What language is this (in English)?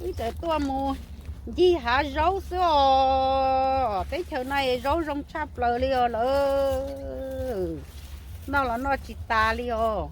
Hmong